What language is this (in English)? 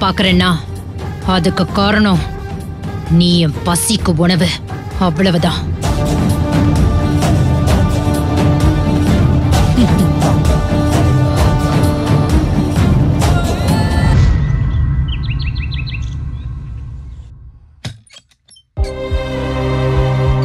Tamil